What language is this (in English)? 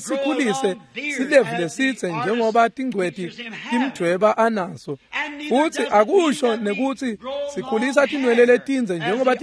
Swati